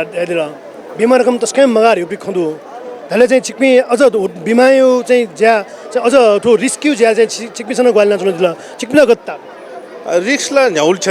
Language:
Newari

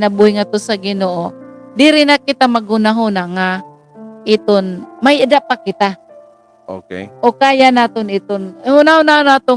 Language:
Waray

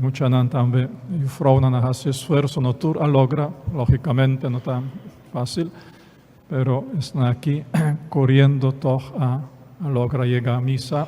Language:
Papiamento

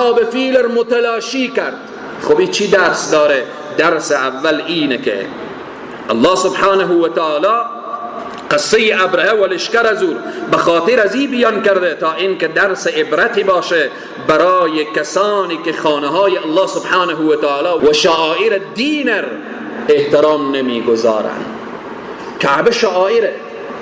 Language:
Persian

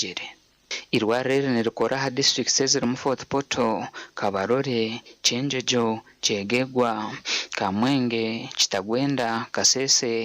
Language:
Nyankole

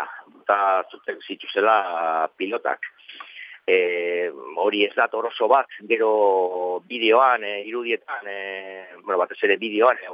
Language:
Basque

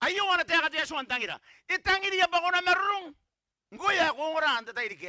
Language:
Gilbertese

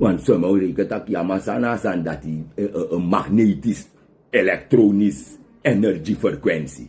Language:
Sranan Tongo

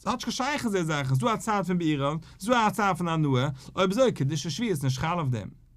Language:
Yiddish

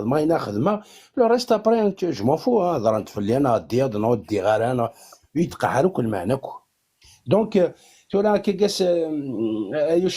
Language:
Kabyle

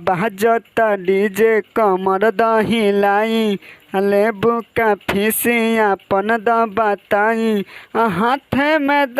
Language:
Bhojpuri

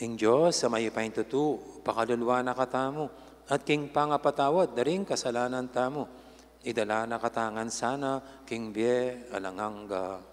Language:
Pampanga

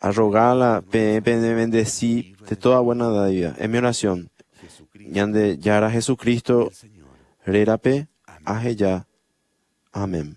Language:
Guarani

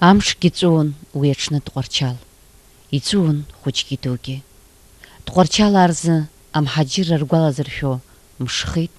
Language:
Abkhazian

